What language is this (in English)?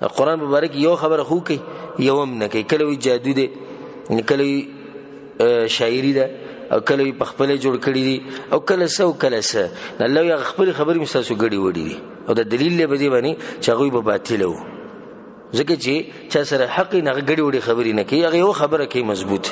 Pashto